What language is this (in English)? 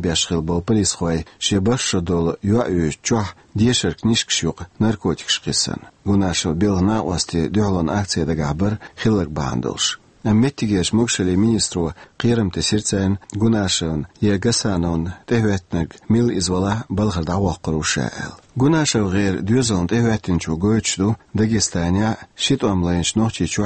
Chechen